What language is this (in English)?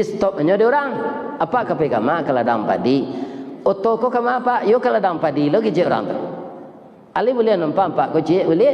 Minangkabau